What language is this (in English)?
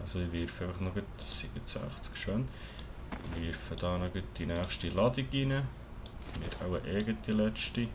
Swiss German